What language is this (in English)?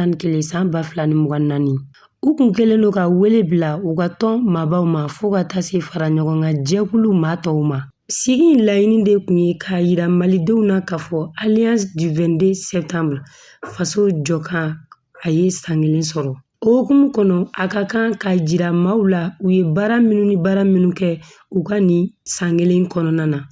Bambara